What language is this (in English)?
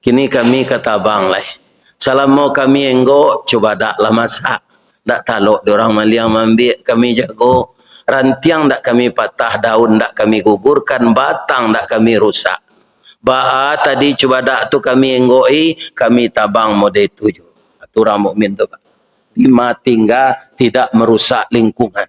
Minangkabau